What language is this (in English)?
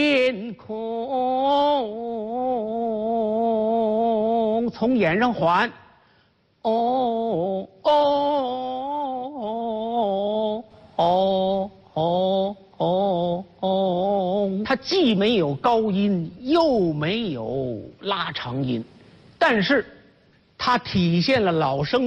Chinese